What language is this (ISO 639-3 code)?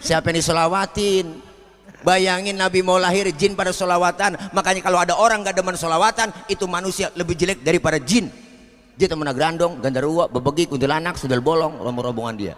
bew